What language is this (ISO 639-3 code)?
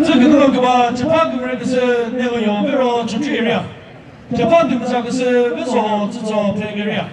nri